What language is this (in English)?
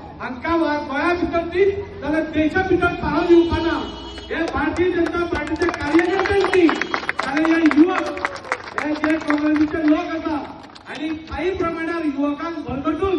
Konkani